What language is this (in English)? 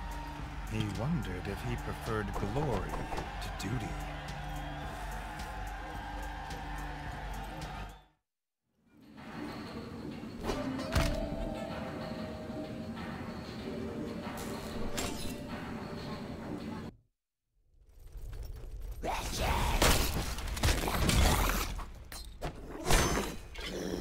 English